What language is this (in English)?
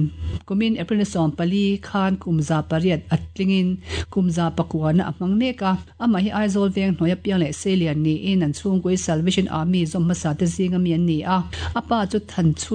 Mizo